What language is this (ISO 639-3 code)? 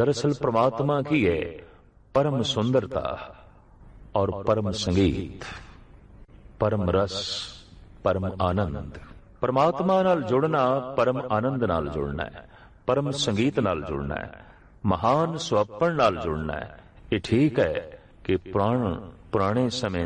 pan